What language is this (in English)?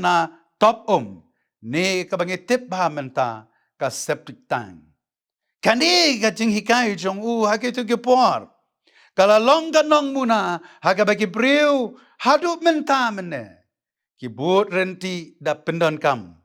Khasi